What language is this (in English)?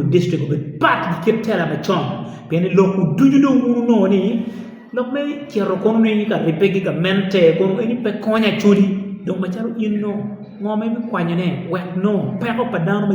Acoli